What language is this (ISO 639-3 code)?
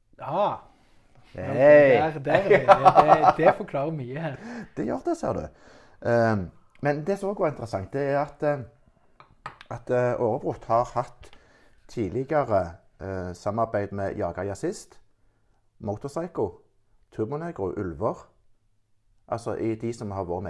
nor